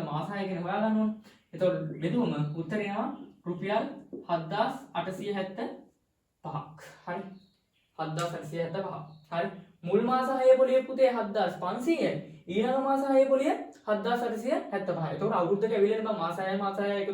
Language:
Sinhala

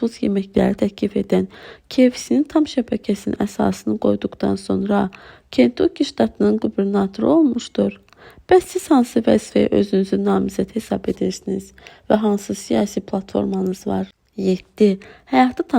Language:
Azerbaijani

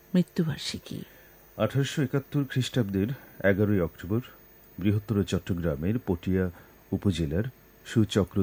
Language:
Bangla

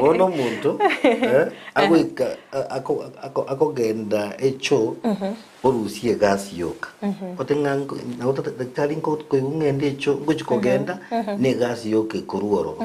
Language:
Gusii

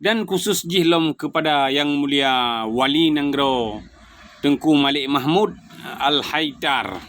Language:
Achinese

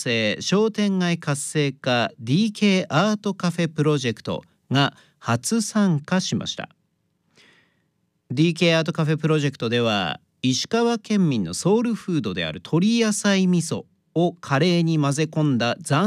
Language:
Japanese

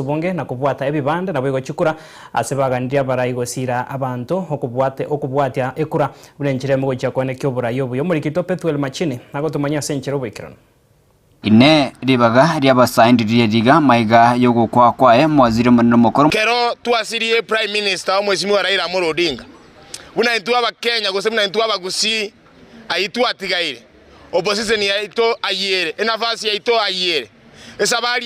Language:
Gusii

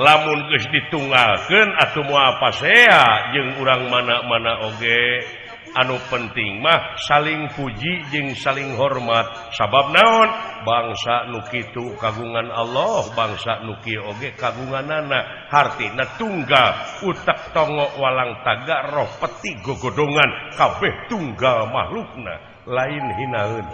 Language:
Sundanese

